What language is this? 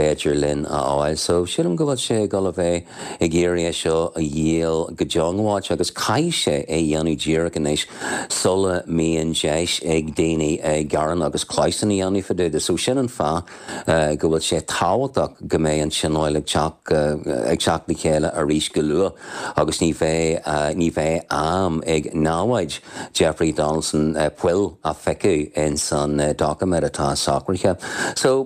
Irish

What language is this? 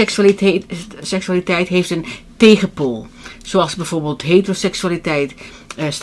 Dutch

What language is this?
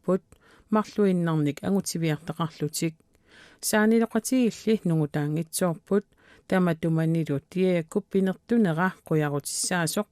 Kalaallisut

